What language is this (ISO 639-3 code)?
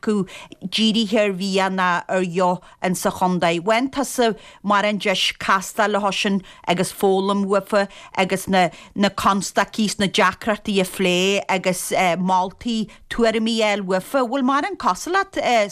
gle